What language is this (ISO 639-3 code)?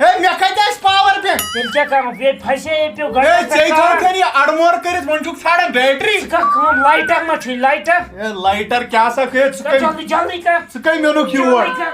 kas